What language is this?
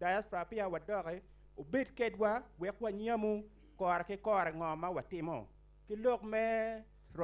Acoli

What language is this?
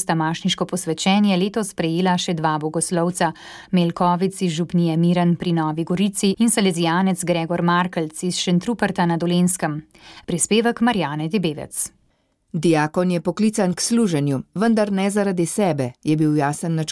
Slovenian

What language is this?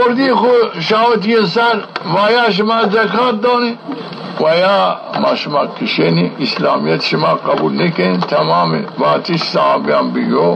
Zaza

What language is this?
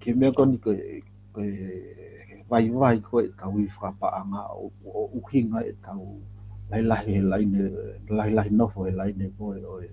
Tongan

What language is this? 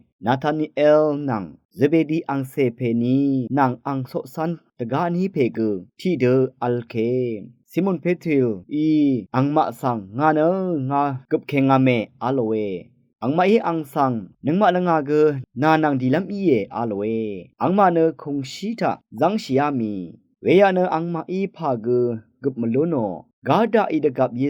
Rawang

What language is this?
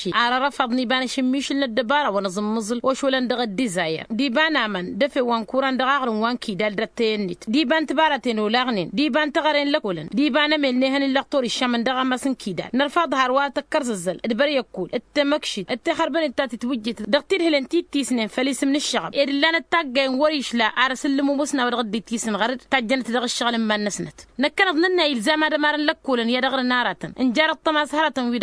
Tamasheq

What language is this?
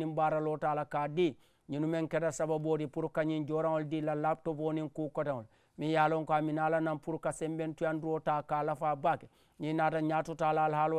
Mandingo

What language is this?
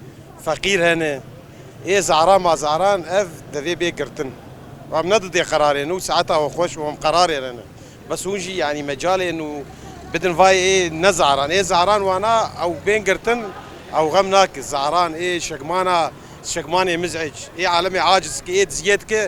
North Levantine Arabic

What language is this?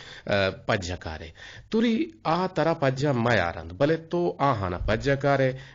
Eastern Balochi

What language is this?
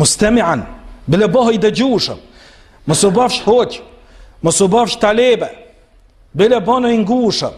Albanian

